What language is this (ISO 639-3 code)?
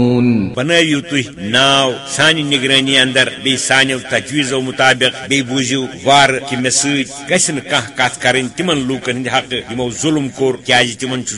kas